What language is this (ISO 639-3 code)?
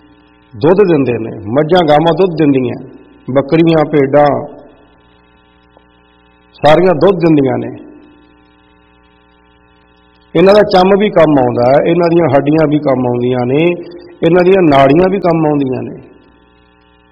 pan